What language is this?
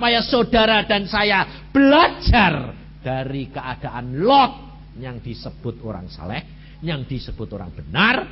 Indonesian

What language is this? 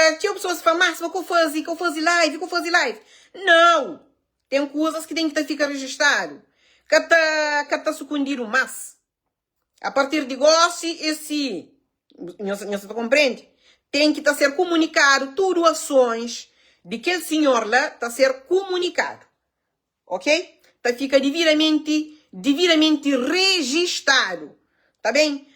Kabuverdianu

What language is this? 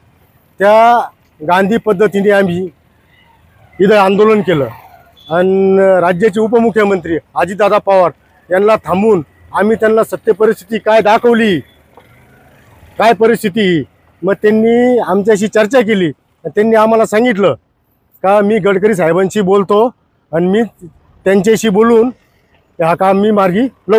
Marathi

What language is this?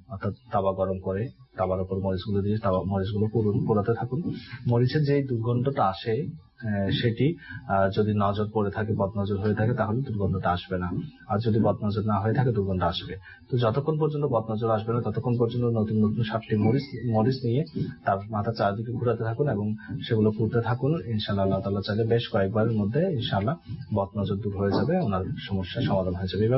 Bangla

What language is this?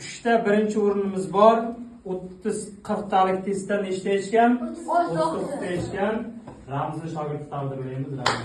Uzbek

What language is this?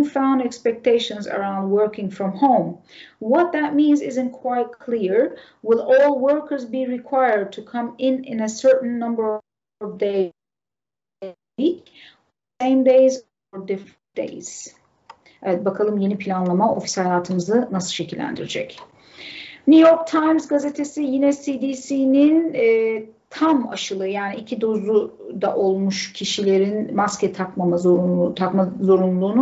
Turkish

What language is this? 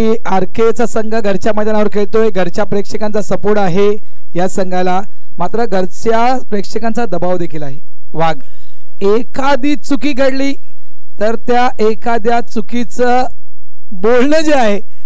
Marathi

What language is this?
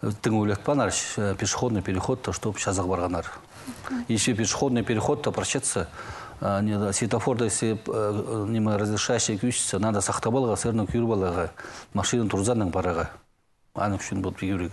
Khakas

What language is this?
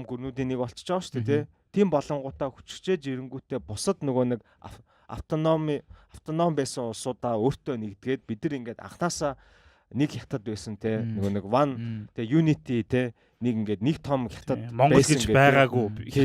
Mongolian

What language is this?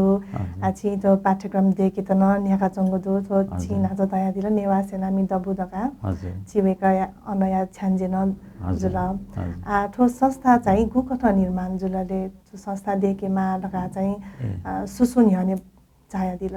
Newari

